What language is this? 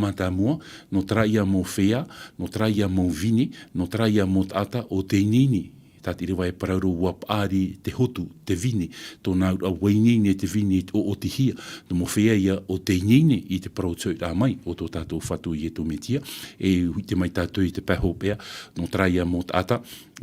Tahitian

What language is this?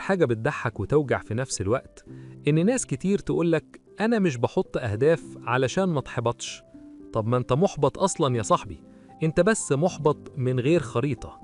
Egyptian Arabic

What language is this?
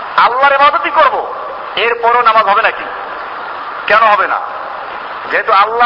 Bangla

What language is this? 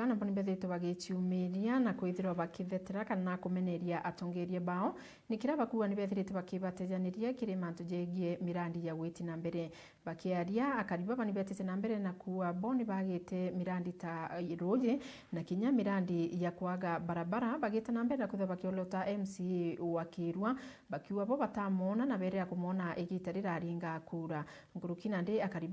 Meru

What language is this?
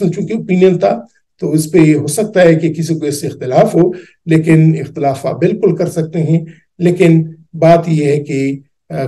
Urdu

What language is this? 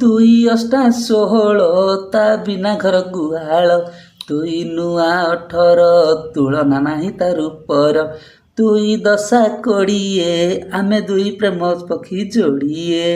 Odia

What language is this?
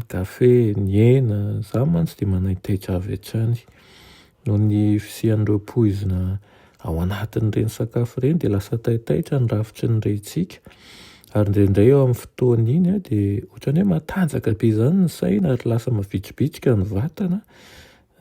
Malagasy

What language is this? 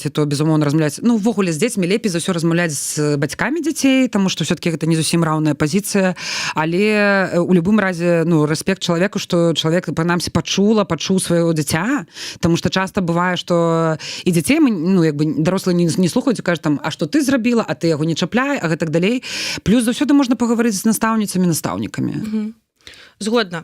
Belarusian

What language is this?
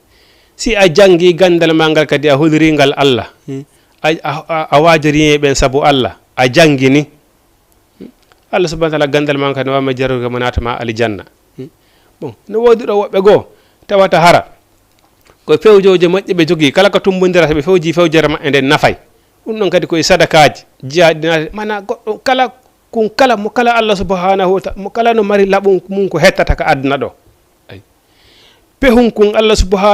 Fula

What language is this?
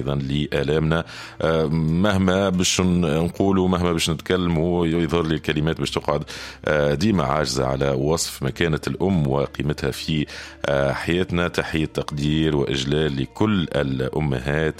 Tunisian Arabic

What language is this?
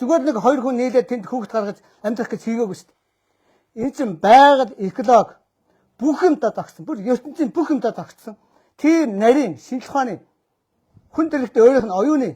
Mongolian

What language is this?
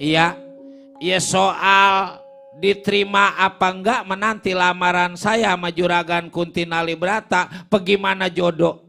Betawi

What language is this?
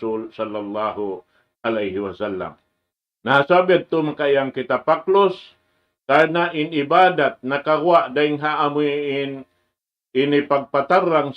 Tausug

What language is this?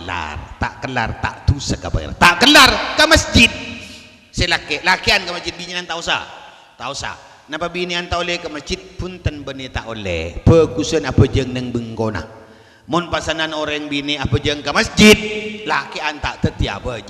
Madurese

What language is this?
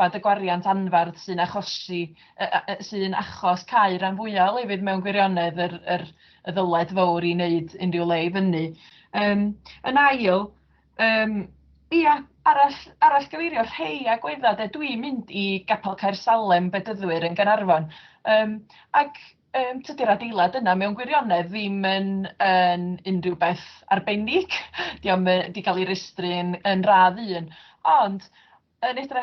Welsh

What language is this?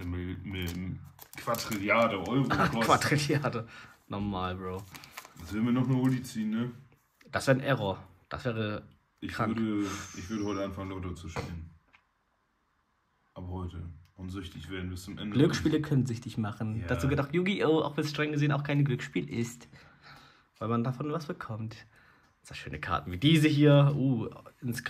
German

